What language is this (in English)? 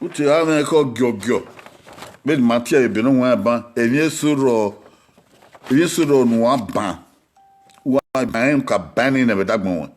Bini